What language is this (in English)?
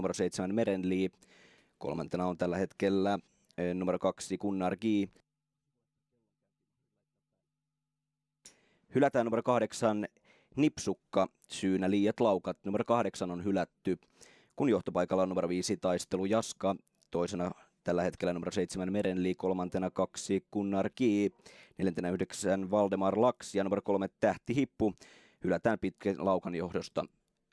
Finnish